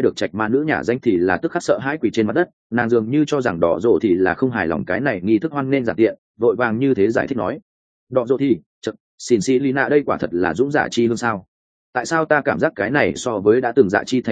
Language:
Vietnamese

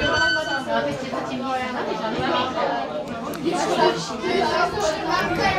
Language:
Czech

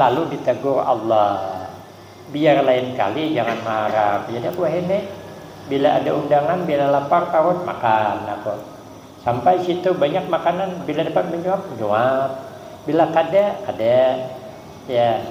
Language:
Banjar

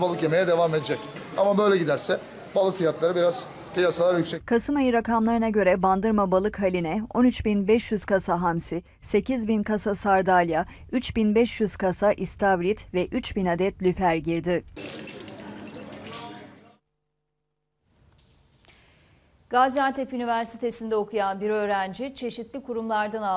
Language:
Turkish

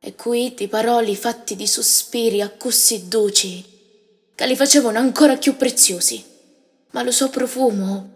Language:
Sicilian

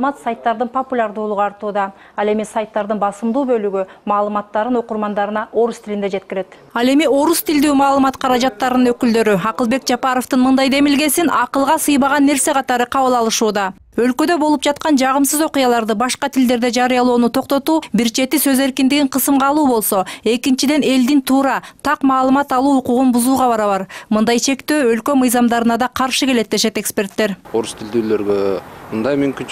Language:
Kyrgyz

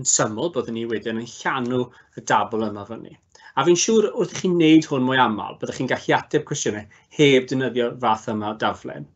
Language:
Welsh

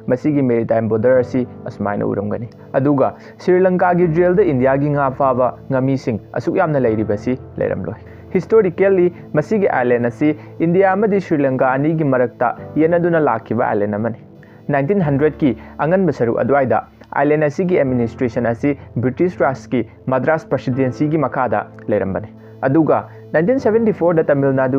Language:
Manipuri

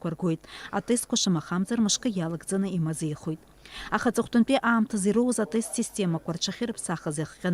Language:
Abkhazian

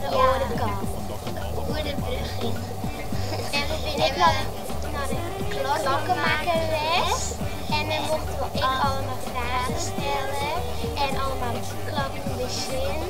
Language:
Western Frisian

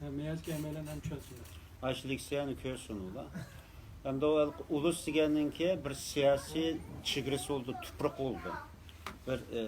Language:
Uyghur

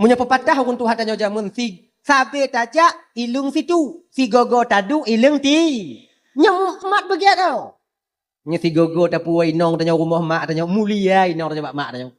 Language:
Achinese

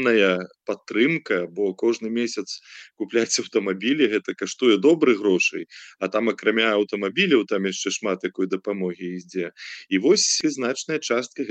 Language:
Belarusian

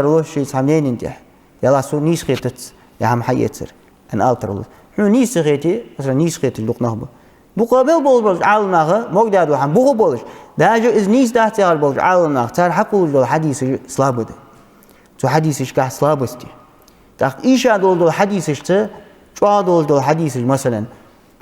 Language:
Ingush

